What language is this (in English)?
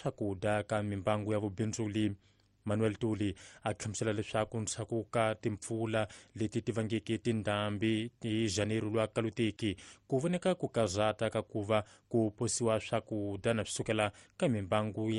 Tsonga